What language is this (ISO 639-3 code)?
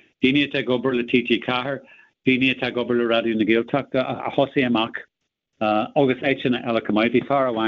gle